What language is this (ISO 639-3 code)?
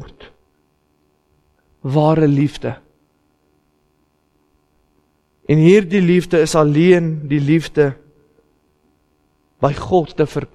afr